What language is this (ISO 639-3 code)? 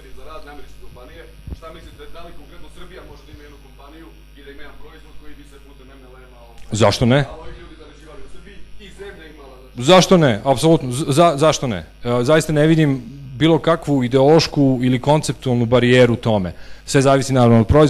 srp